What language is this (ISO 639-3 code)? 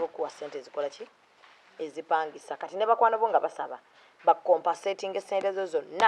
lug